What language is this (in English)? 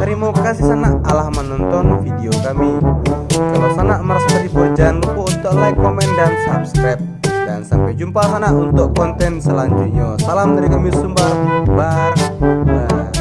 Minangkabau